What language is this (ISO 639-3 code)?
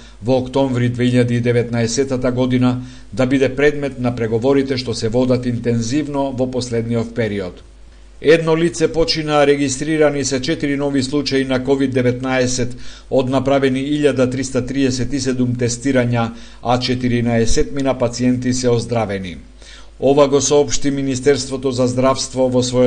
mkd